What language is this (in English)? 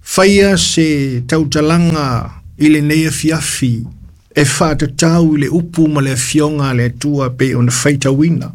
Samoan